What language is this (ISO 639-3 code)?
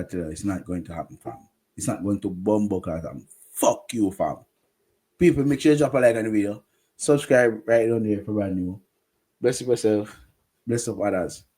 jam